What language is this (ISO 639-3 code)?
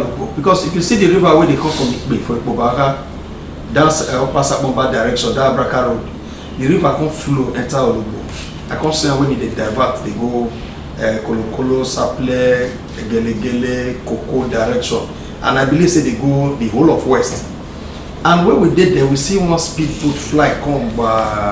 pcm